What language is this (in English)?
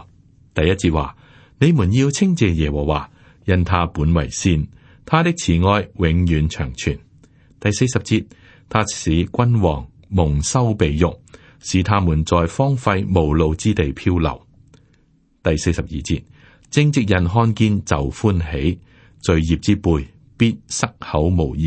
Cantonese